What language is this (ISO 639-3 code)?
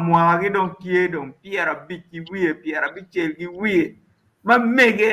ach